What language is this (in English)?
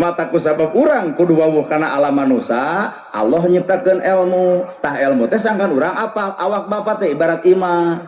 Sundanese